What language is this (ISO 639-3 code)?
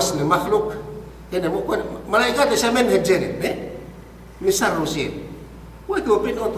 yka